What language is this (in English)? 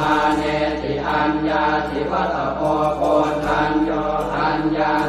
Pali